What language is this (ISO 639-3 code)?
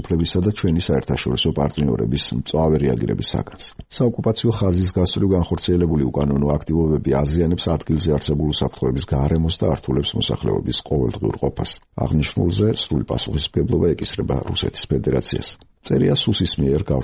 kat